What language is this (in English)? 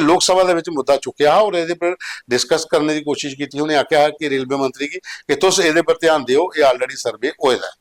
Dogri